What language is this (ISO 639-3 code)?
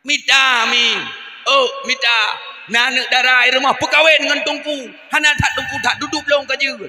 ace